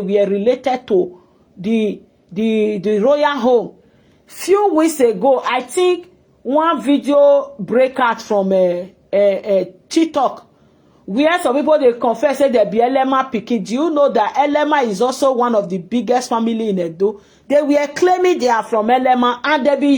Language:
Nigerian Pidgin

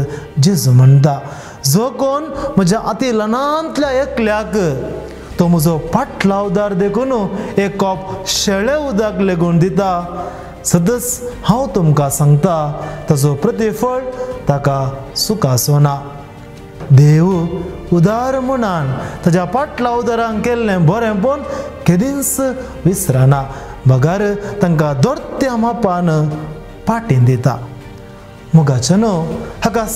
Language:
Konkani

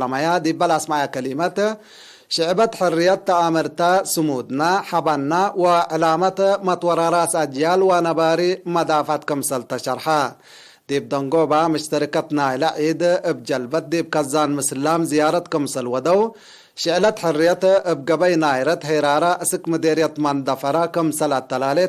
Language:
Tigre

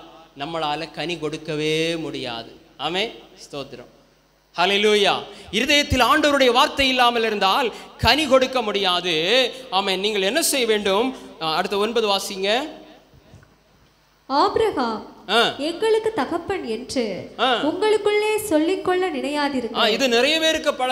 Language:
Tamil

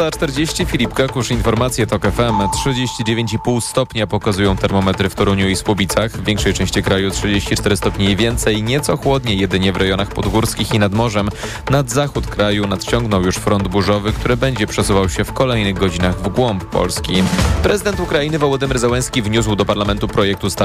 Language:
Polish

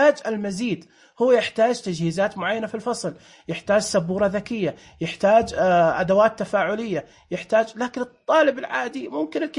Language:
Najdi Arabic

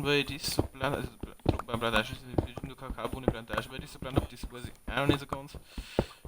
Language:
Bavarian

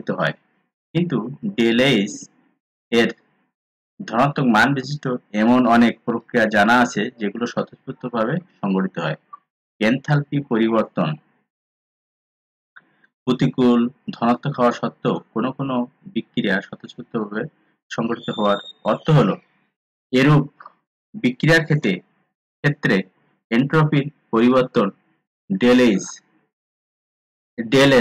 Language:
Bangla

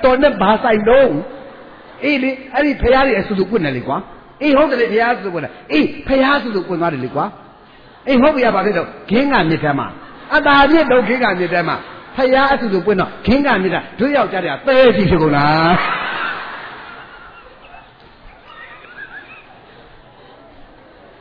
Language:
Burmese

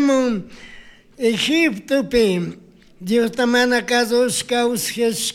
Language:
Chimborazo Highland Quichua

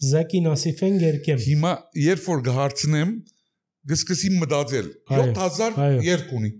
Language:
Armenian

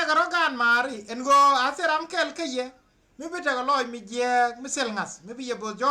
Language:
Nuer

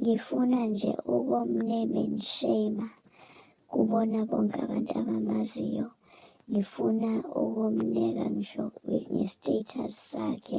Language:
Zulu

